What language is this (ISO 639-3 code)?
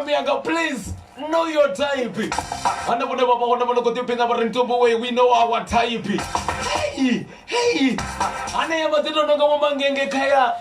ven